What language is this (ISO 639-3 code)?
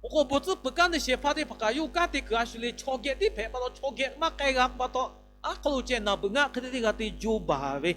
lhu